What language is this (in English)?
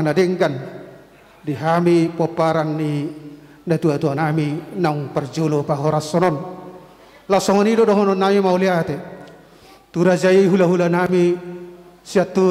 Batak Toba